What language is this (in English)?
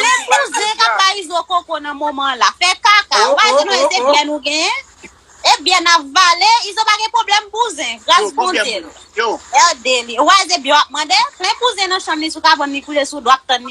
Haitian Creole